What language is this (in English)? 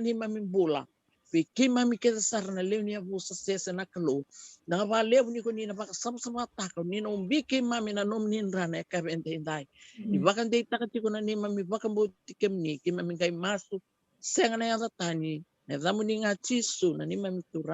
Fijian